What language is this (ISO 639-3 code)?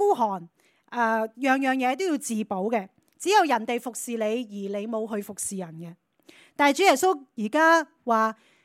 yue